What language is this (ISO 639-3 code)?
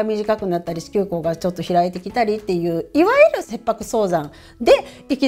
jpn